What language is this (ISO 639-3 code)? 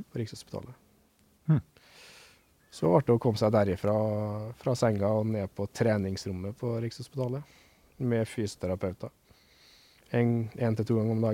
nor